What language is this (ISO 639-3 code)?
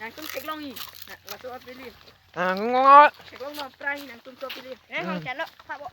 mjw